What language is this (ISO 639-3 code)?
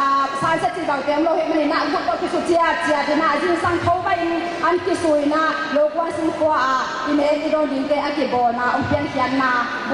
ctd